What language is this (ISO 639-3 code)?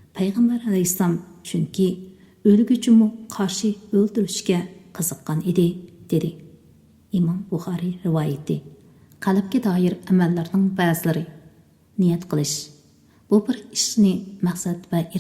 uig